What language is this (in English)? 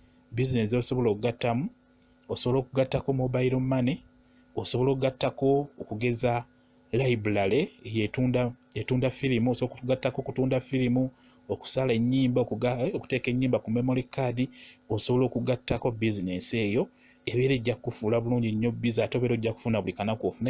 Ganda